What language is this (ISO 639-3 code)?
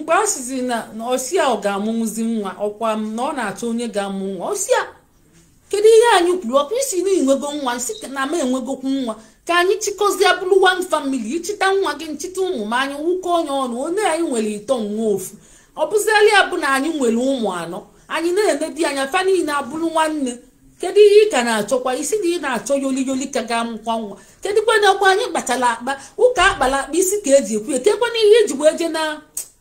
ibo